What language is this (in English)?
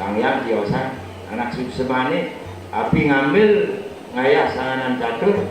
Balinese